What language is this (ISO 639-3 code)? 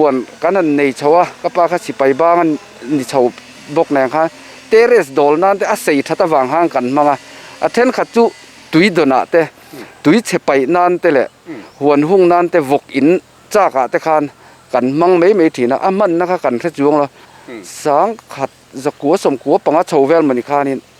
lus